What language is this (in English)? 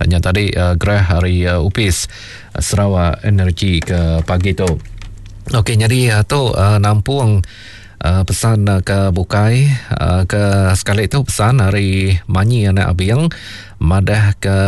Iban